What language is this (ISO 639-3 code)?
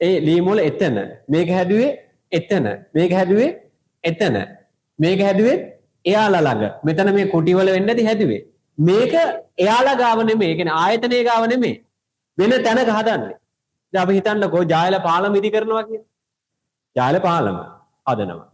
sin